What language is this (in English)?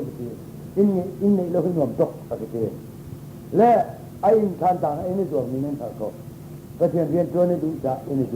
Hakha Chin